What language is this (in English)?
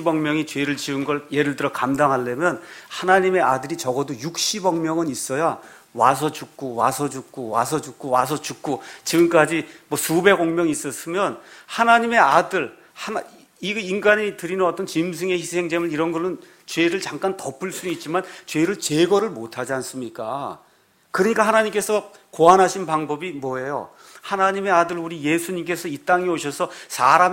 Korean